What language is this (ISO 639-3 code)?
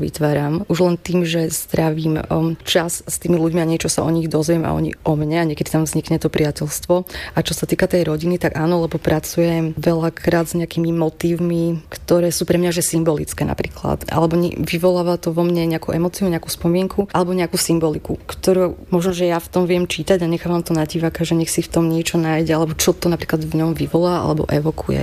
slk